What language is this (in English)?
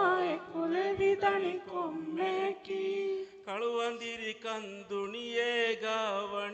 Divehi